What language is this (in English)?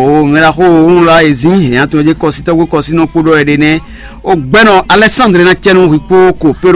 Fon